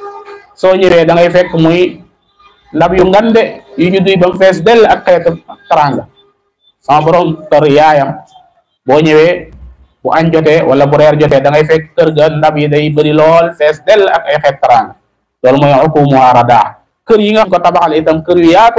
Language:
Wolof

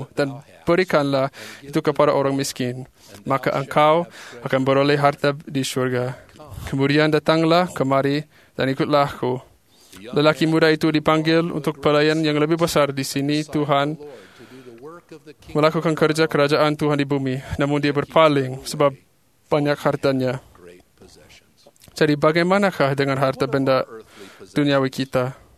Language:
Malay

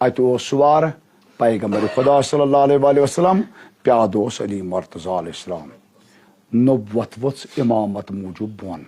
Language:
Kashmiri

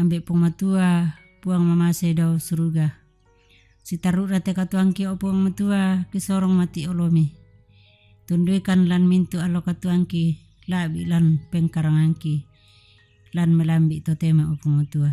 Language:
Toraja-Sa'dan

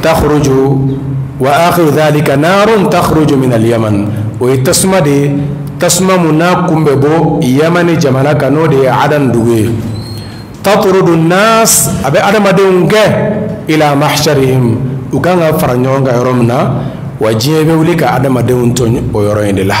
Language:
Bambara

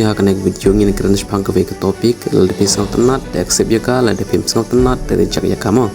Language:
Khasi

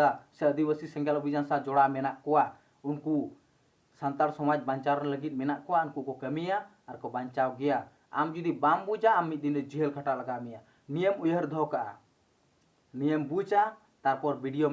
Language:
Santali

